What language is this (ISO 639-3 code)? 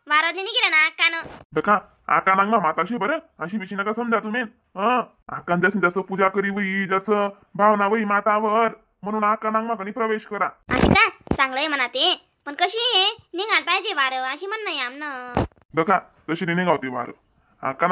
khn